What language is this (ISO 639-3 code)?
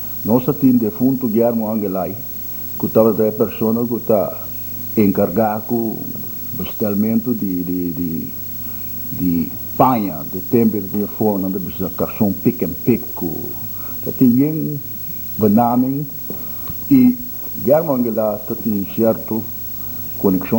pap